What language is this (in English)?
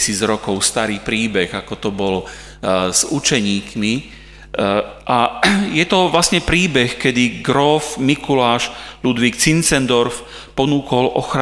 Slovak